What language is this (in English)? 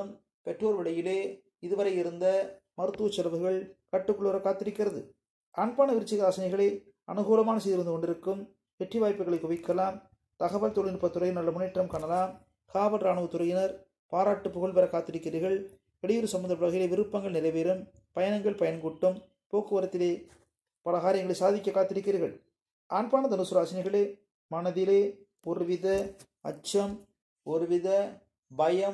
Tamil